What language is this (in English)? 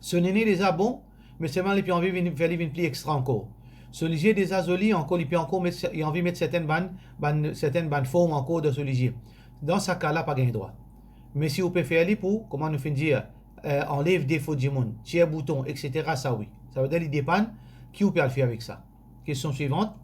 Morisyen